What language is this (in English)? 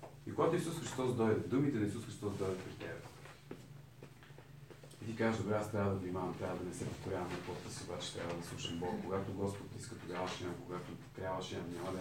Bulgarian